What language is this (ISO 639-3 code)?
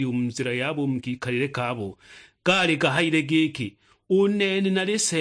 suk